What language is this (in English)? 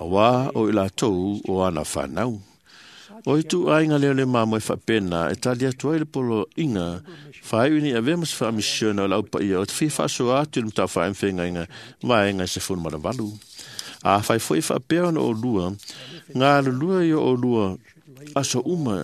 Samoan